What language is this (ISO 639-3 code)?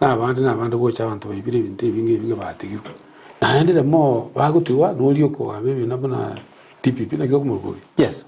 guz